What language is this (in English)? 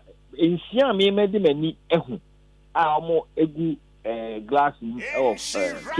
Akan